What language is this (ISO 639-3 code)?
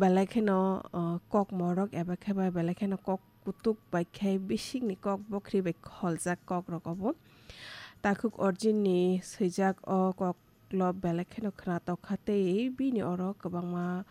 trp